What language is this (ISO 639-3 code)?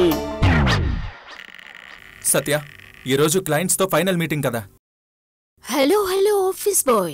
tel